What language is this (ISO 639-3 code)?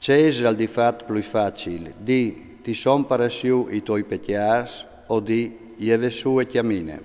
fur